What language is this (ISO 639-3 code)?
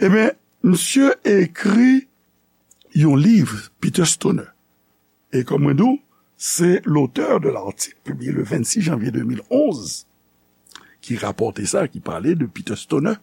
hat